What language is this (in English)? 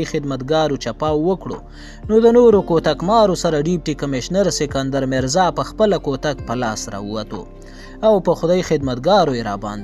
Pashto